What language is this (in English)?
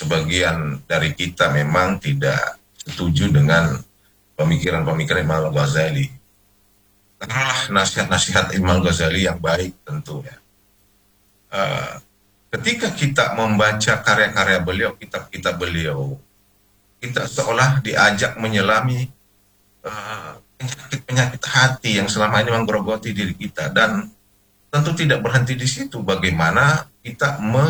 Indonesian